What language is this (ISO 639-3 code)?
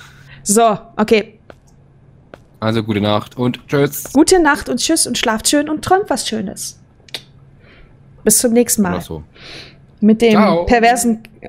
deu